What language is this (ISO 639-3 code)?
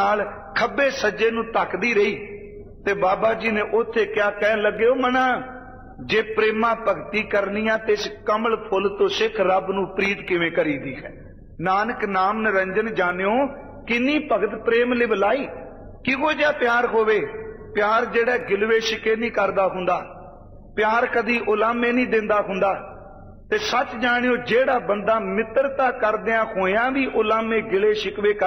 pan